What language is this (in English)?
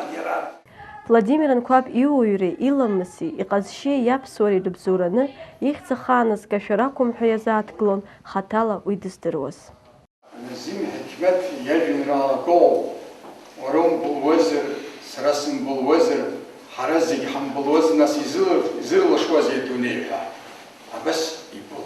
Abkhazian